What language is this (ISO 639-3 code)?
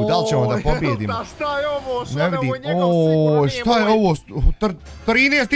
bos